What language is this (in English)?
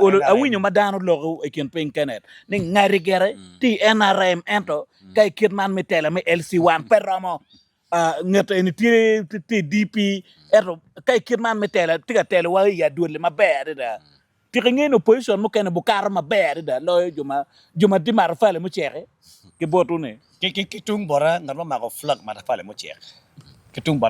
Acoli